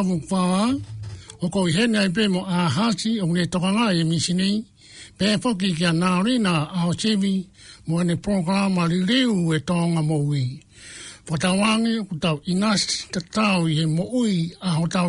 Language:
Tongan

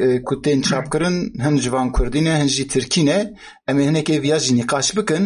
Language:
Kurdish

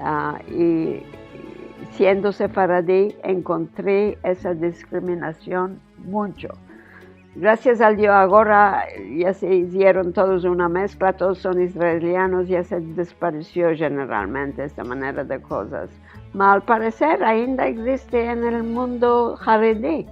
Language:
Ladino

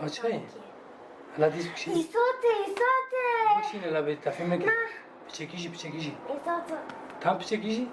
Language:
Kurdish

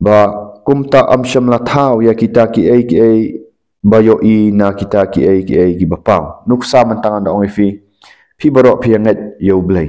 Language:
Khasi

